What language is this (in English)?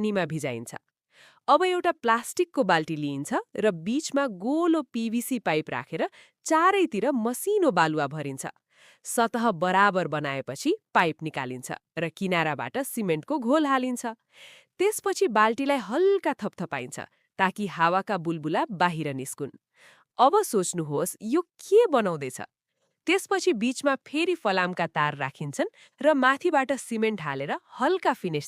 Nepali